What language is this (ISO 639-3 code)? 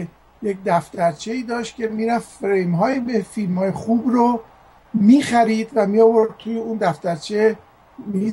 fas